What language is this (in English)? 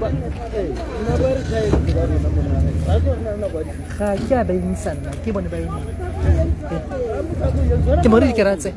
Tswana